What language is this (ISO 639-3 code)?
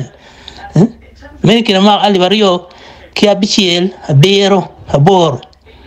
ach